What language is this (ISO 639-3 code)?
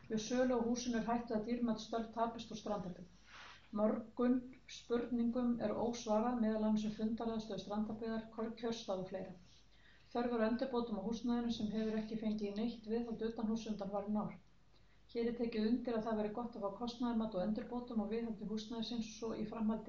isl